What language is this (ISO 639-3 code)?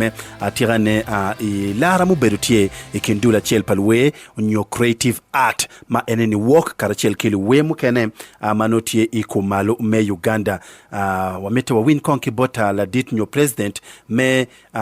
ach